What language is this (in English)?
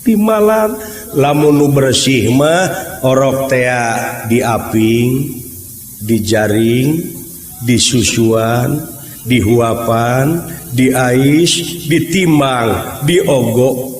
Sundanese